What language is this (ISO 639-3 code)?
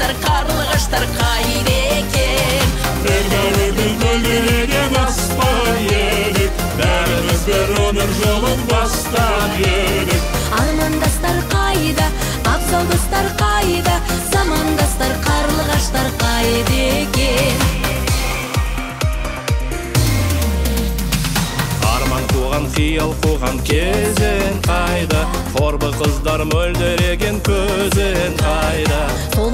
kaz